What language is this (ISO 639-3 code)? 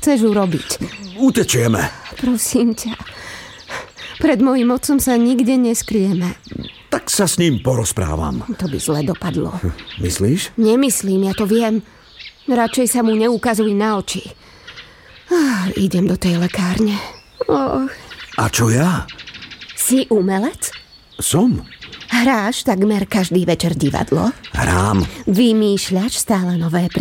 slk